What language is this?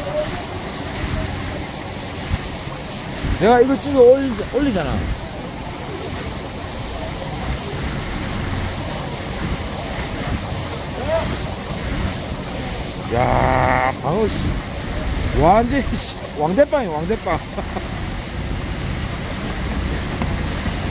Korean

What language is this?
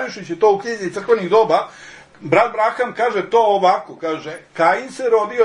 Serbian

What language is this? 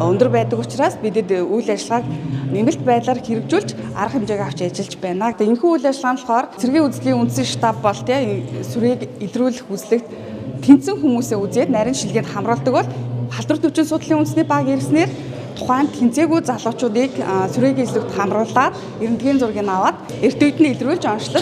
Mongolian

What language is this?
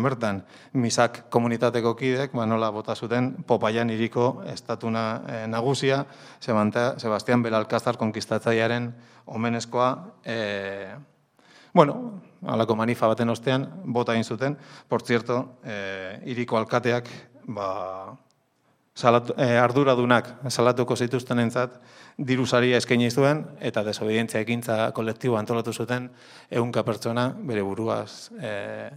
Basque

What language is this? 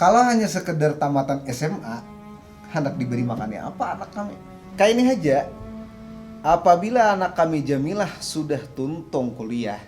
Banjar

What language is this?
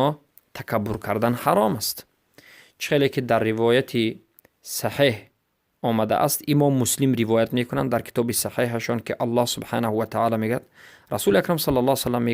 Persian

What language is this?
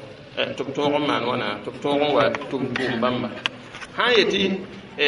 Mossi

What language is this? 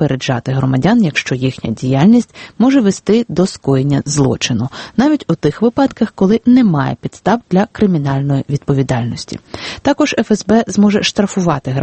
Ukrainian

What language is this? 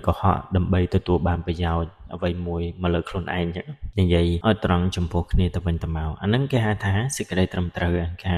Khmer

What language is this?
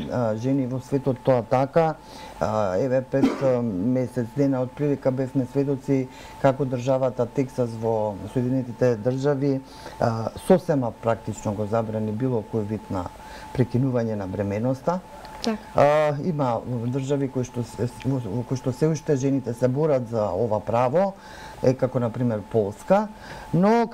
Macedonian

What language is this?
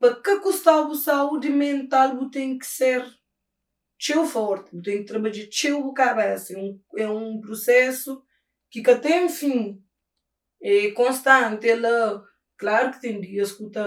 Kabuverdianu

